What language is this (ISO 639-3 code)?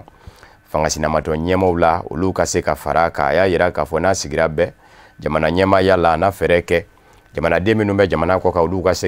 bam